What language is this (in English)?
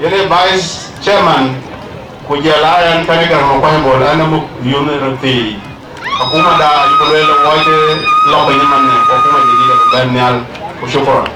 Dinka